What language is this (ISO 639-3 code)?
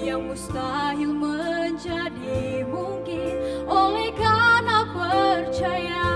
nia